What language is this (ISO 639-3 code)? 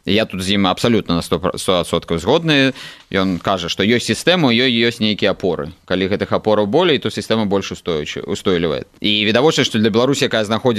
bel